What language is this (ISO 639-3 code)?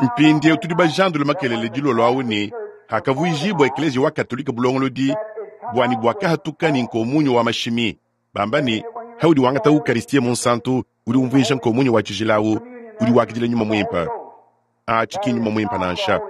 lua